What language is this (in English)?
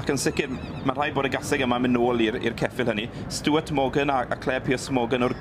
Welsh